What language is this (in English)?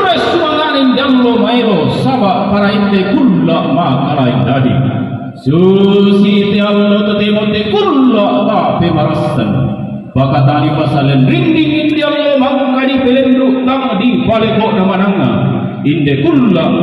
Toraja-Sa'dan